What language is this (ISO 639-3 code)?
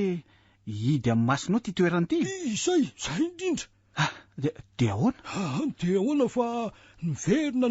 mlg